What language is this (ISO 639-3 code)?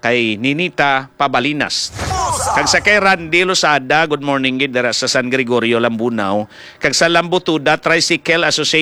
hil